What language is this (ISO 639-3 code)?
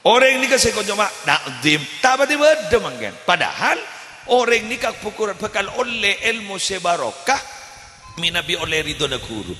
mad